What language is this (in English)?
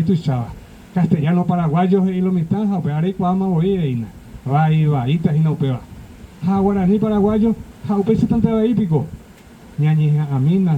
Guarani